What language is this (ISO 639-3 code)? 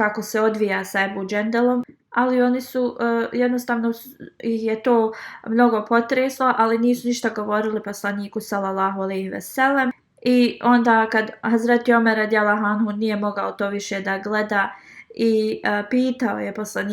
bos